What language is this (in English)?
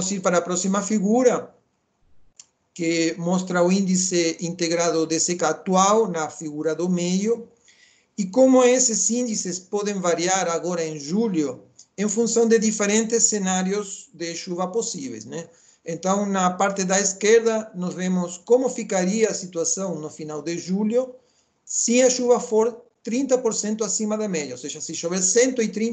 Portuguese